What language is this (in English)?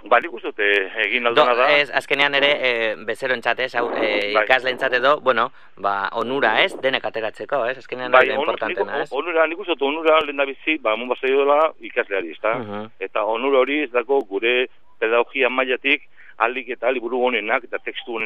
Basque